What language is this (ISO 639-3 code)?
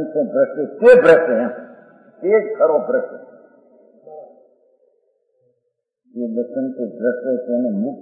hin